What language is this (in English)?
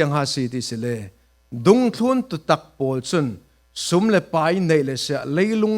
Falam Chin